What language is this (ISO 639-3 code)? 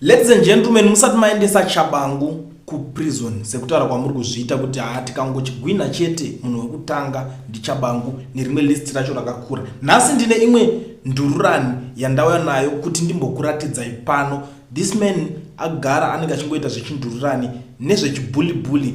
sna